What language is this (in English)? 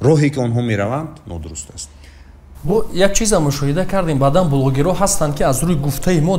Tajik